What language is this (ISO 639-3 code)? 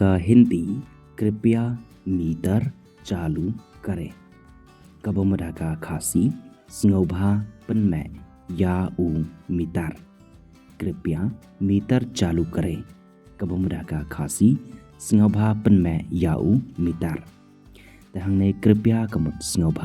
kha